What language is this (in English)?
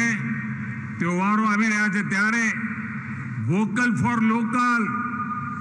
Gujarati